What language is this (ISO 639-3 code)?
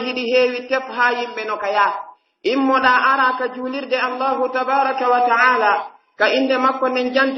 fuf